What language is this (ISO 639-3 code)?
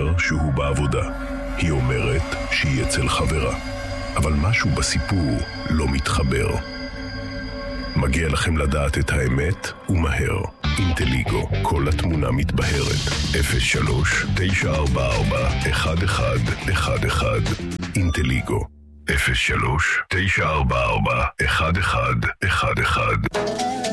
heb